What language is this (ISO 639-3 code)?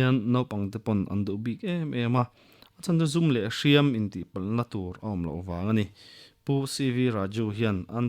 lus